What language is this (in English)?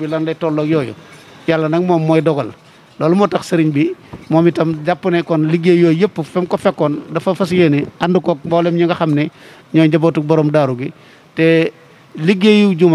Wolof